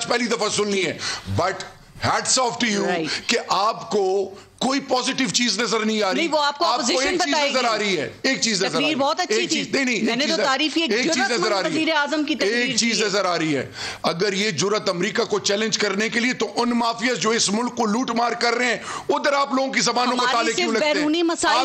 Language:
Urdu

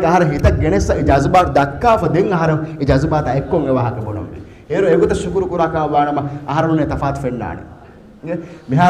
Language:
Divehi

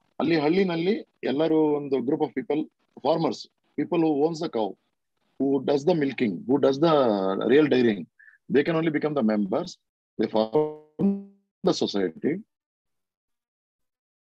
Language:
Kannada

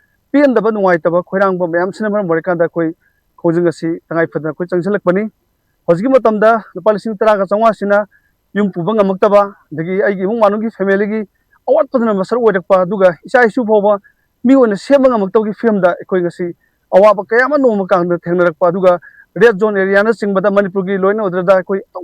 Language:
Manipuri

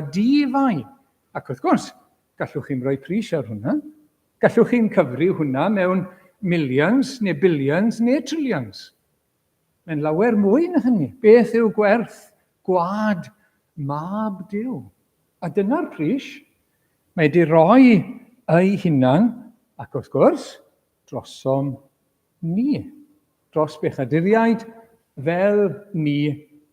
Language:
Welsh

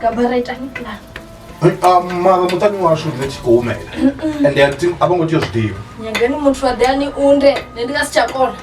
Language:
Venda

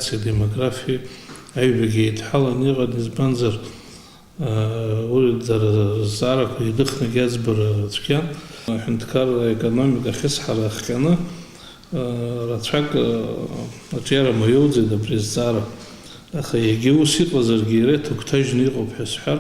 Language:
Abkhazian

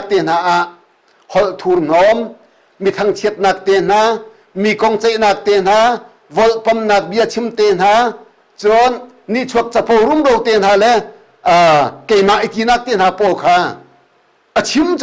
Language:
Hakha Chin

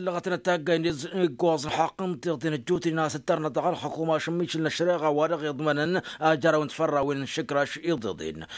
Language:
Tamasheq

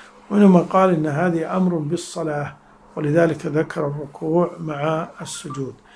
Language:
Arabic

